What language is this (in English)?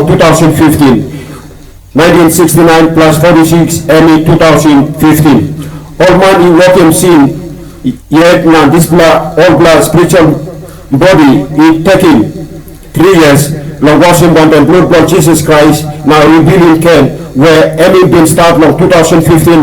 Tok Pisin